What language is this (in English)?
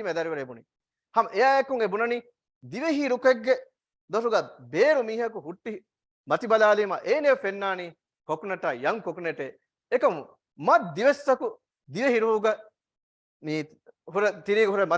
Divehi